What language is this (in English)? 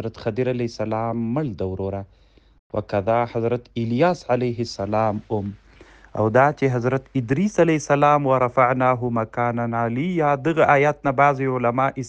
Pashto